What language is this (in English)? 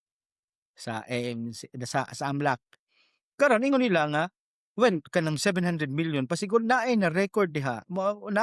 Cebuano